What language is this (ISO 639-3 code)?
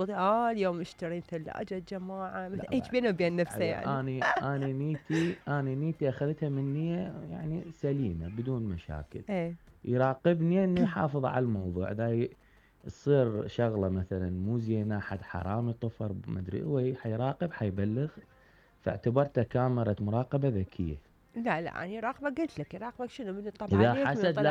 acm